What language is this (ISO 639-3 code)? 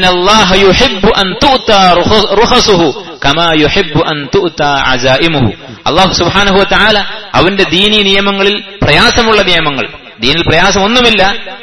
mal